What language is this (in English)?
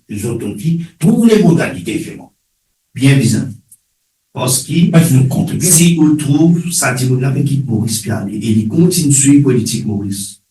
Morisyen